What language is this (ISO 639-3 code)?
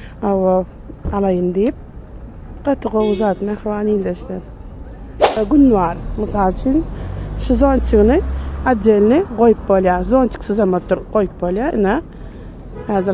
tuk